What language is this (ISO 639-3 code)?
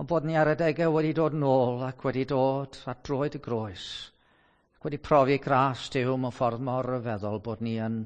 cym